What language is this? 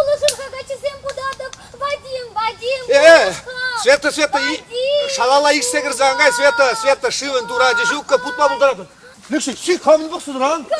Chuvash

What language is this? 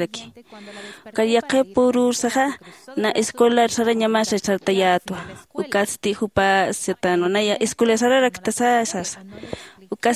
Aymara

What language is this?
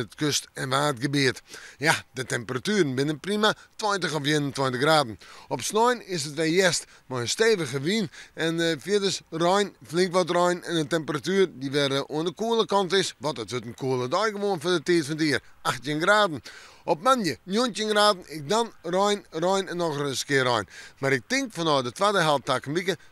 Western Frisian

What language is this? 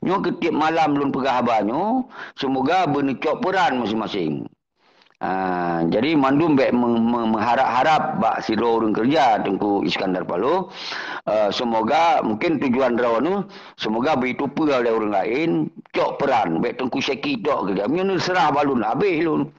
Achinese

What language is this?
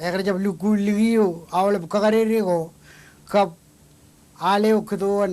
Marshallese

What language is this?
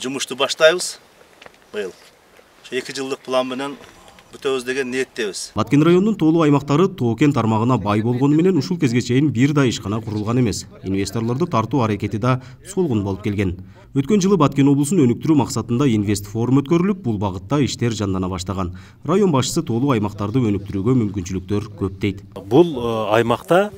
Kyrgyz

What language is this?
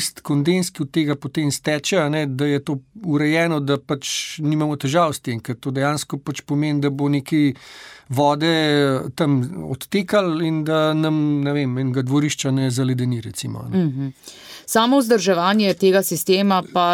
Slovenian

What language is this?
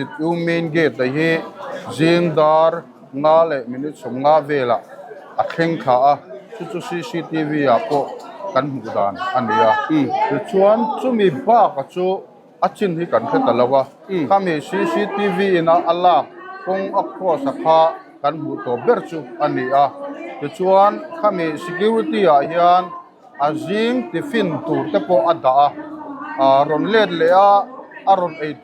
Mizo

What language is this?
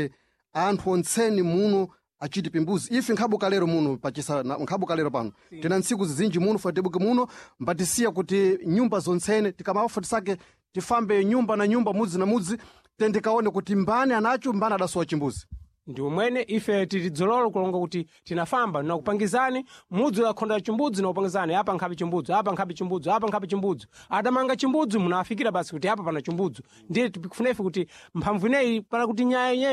Sena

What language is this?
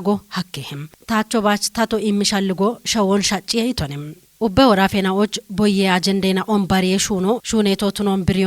Kafa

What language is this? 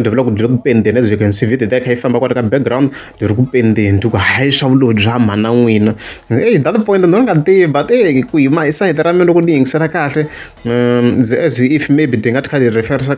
Tsonga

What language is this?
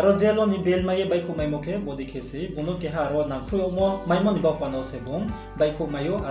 Riang (India)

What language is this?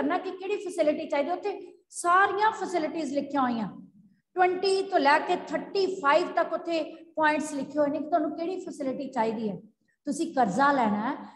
Punjabi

